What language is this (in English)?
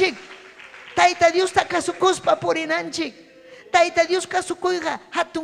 Ayacucho Quechua